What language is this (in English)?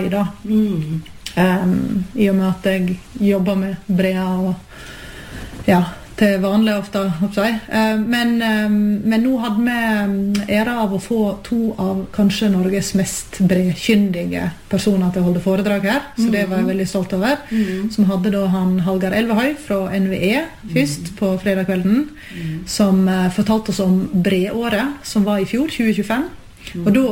Norwegian